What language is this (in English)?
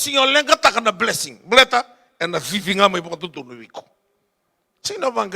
Fijian